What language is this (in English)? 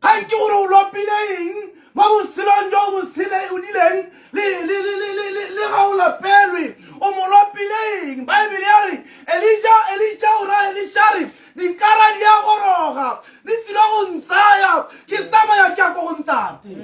Tswana